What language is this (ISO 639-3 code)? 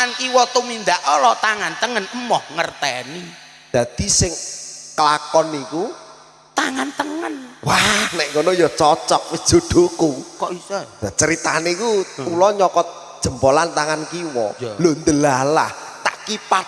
jav